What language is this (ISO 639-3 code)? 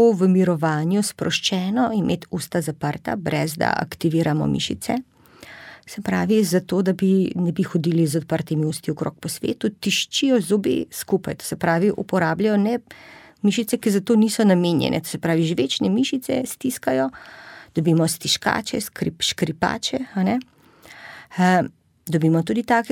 slv